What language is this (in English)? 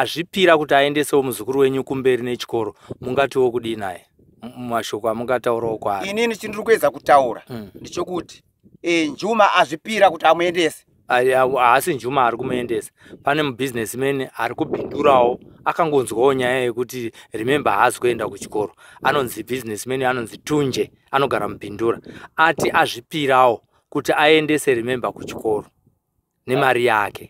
Shona